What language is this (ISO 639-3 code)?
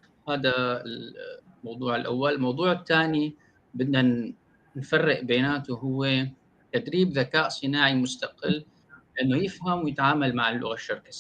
apc